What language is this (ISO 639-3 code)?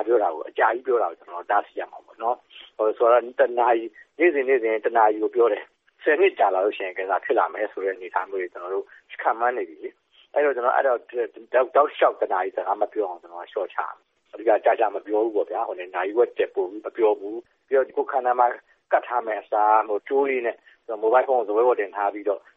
mya